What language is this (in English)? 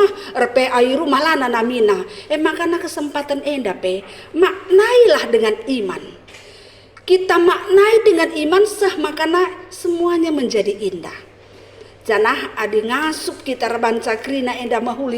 Batak Karo